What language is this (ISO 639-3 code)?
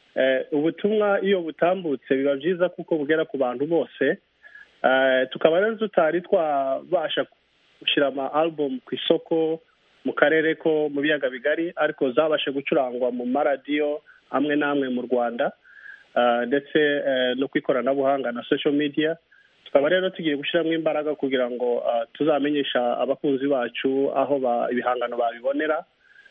kin